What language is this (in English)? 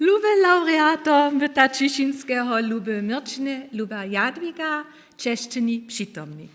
Upper Sorbian